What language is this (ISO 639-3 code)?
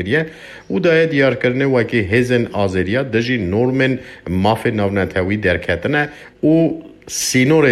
kur